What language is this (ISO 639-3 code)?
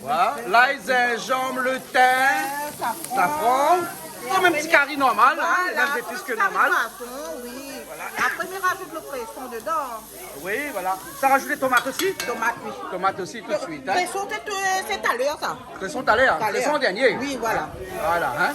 rcf